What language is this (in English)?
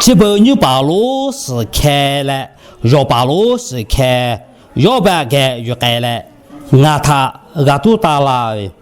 Lahu